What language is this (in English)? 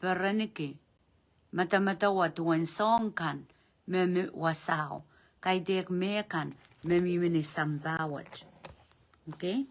Pohnpeian